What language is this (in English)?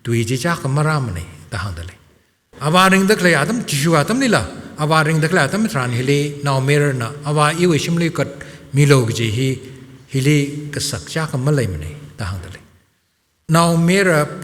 Tangkhul Naga (India)